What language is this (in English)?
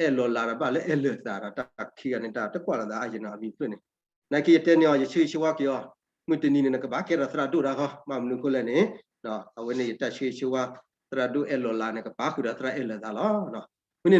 S'gaw Karen